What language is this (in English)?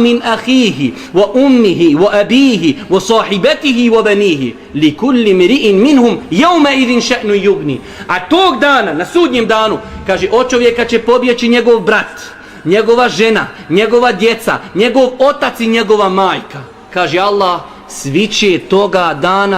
Bosnian